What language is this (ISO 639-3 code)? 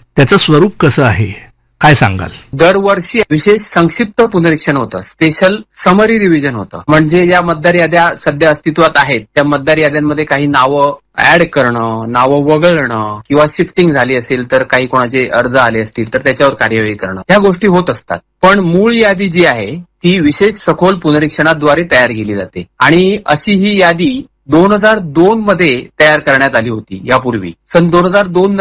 mar